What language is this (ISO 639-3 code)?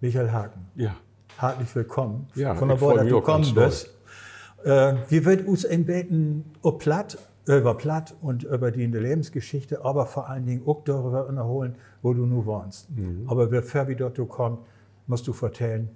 nds